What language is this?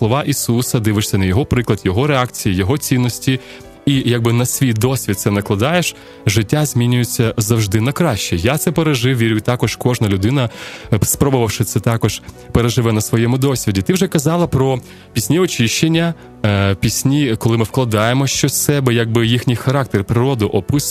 Ukrainian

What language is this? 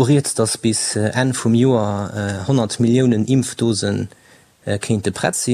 Luxembourgish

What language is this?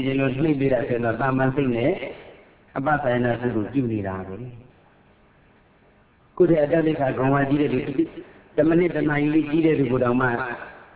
Burmese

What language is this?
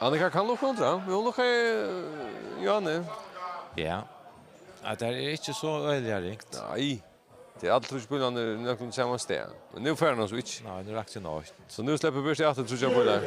Faroese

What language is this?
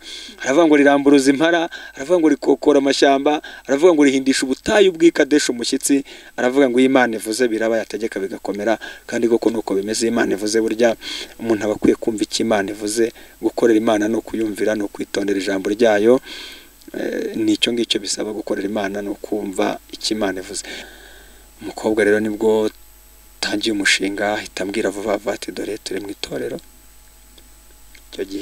Kinyarwanda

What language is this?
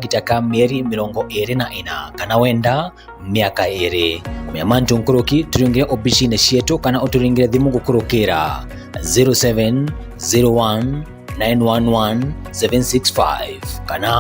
Meru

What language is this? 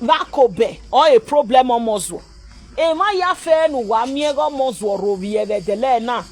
Nigerian Pidgin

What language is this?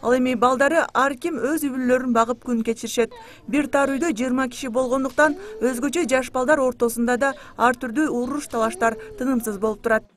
Kyrgyz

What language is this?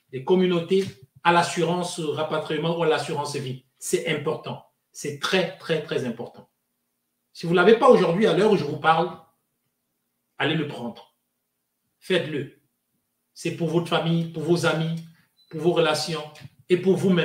French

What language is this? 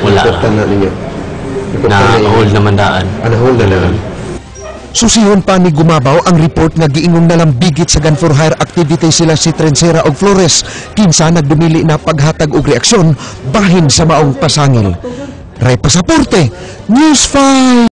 Cebuano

